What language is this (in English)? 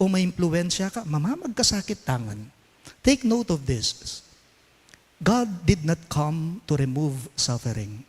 Pampanga